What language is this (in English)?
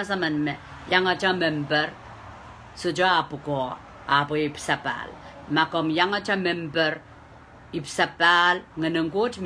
Pohnpeian